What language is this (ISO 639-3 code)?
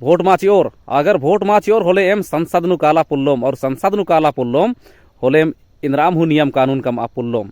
kru